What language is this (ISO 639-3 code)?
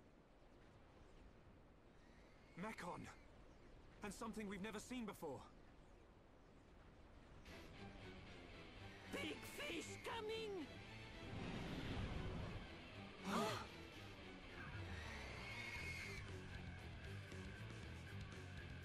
deu